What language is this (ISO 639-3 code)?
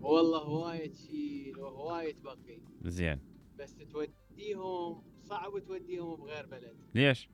acm